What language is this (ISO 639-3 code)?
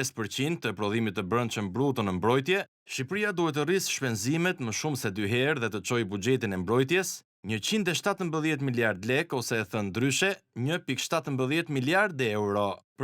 sqi